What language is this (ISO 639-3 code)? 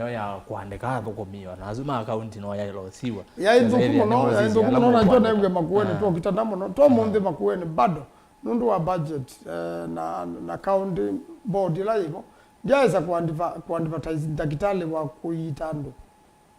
kam